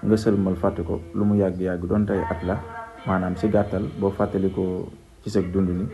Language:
Wolof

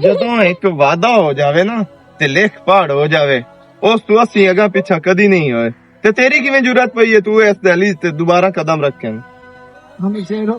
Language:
Western Panjabi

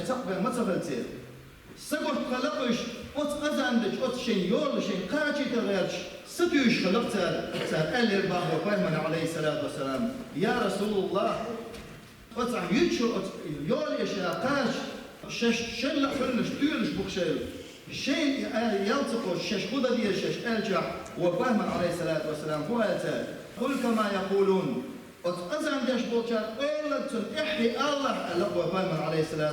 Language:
Chechen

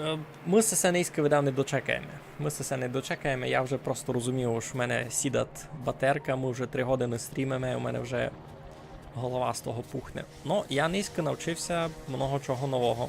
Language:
Rusyn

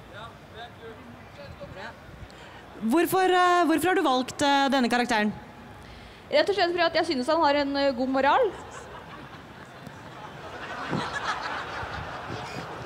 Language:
Norwegian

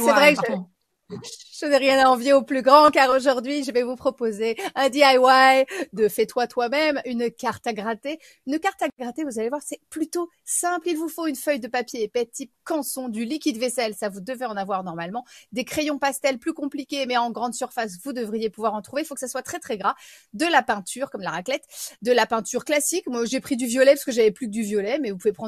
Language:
French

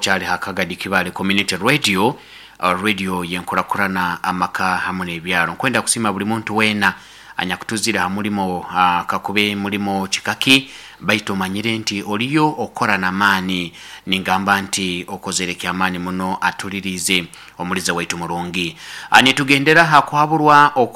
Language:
Nyoro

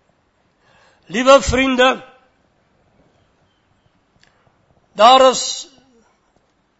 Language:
Afrikaans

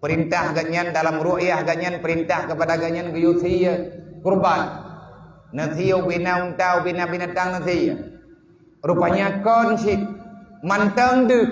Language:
Achinese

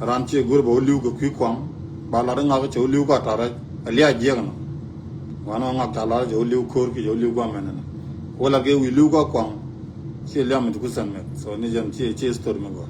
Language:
Nuer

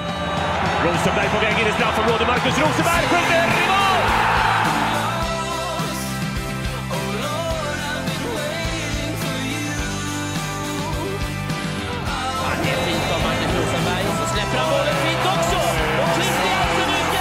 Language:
Swedish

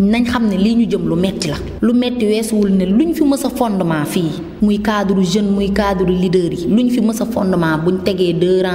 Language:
Wolof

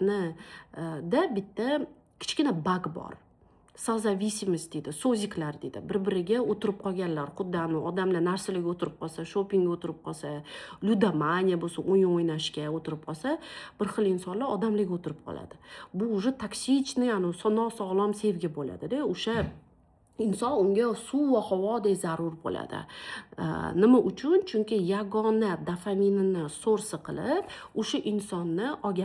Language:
Uzbek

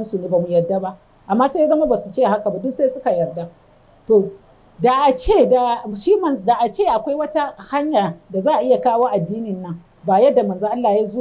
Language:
Hausa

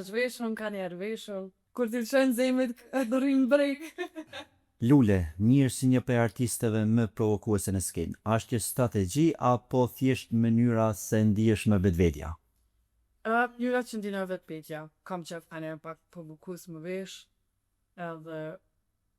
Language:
Albanian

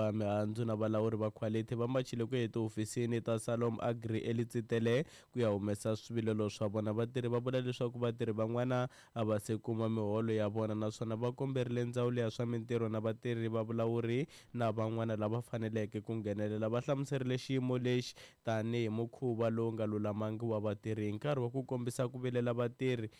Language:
Tsonga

